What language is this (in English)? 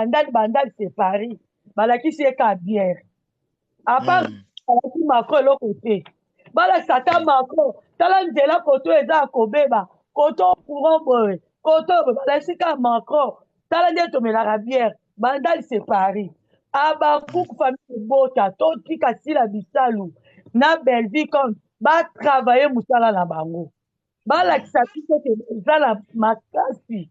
Lingala